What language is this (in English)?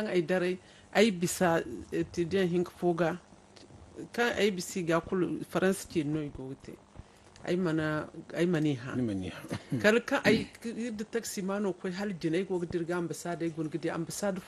Zarma